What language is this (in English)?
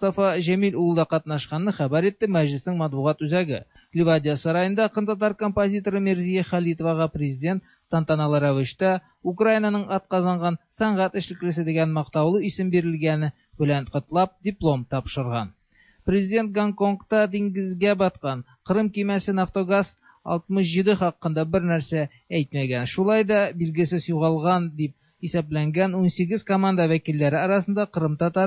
Tatar